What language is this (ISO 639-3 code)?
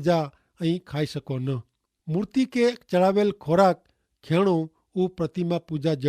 kfr